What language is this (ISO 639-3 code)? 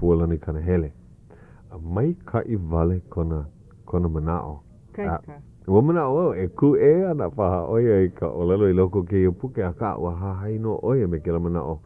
haw